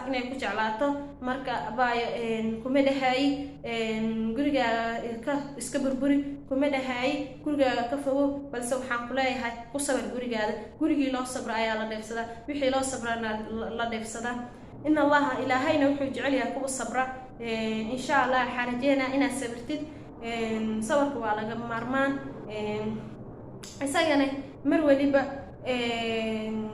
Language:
Somali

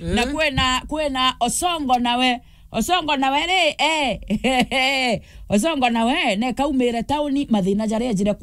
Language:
Meru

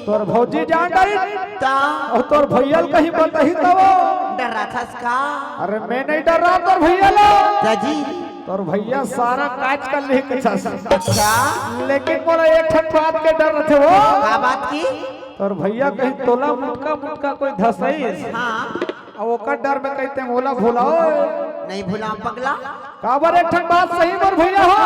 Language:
Chhattisgarhi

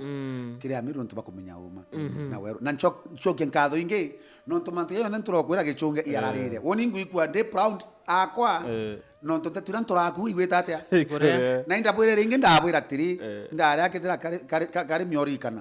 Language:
Meru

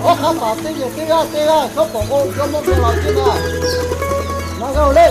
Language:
Lahu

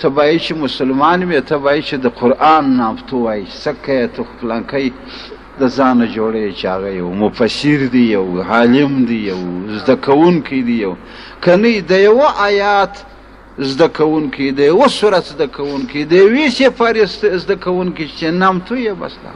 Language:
Pashto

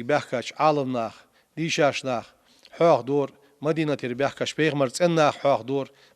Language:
Ingush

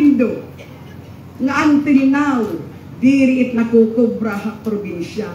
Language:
Waray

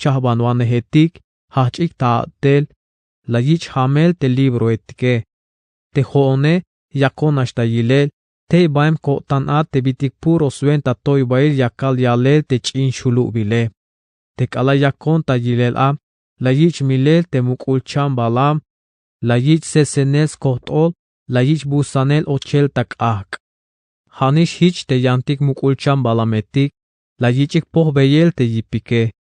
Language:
Tzeltal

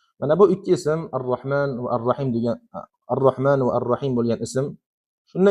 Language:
Uzbek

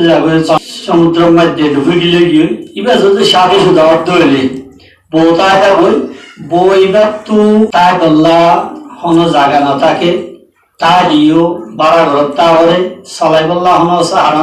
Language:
Rohingya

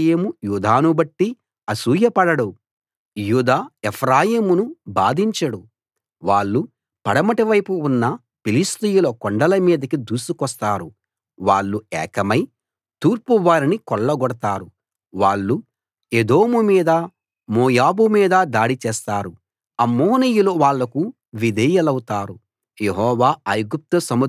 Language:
Telugu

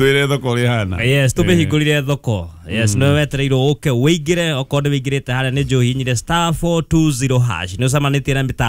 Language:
Kikuyu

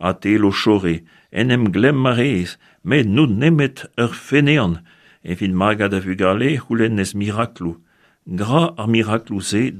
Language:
Breton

